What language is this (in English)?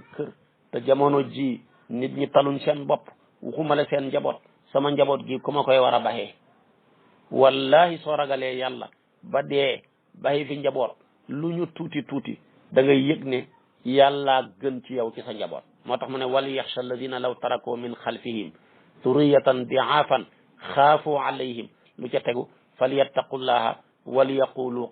Wolof